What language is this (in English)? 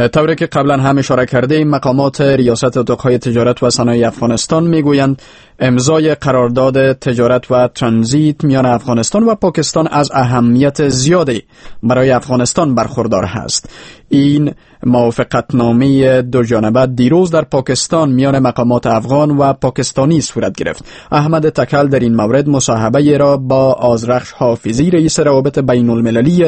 Persian